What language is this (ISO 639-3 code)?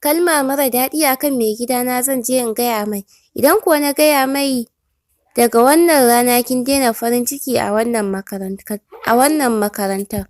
hau